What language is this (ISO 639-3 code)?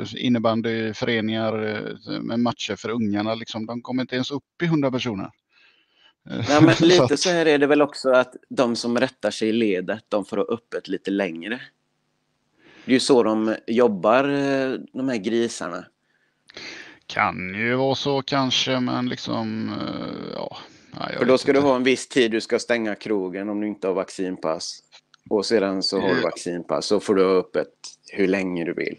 swe